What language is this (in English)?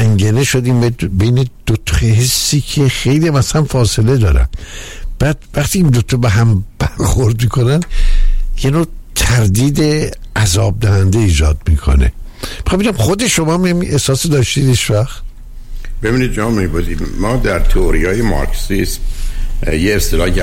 Persian